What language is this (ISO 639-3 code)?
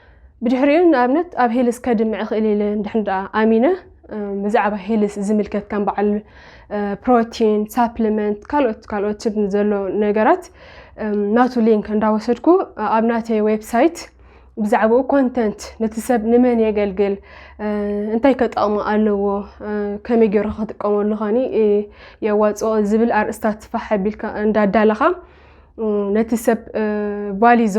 tir